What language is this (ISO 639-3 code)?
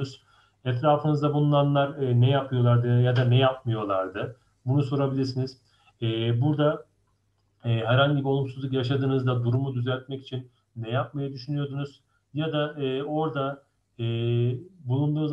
tur